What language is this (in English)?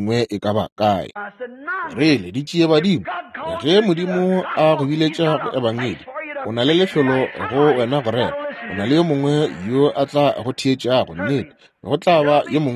Northern Sotho